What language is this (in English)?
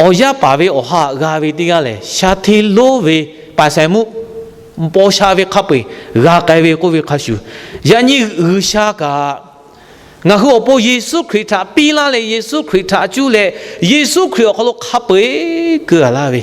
Lahu